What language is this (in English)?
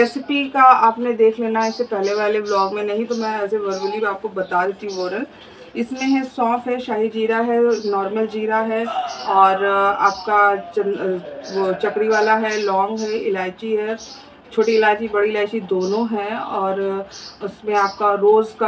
Hindi